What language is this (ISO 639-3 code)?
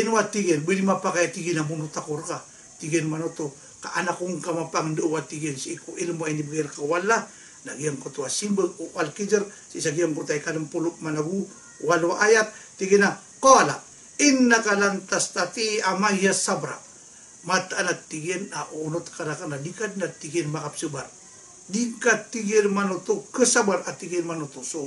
mrw